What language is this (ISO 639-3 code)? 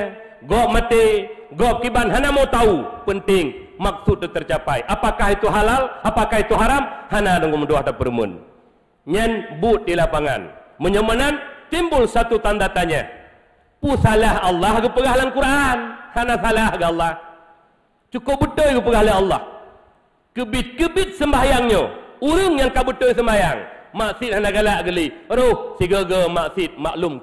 ace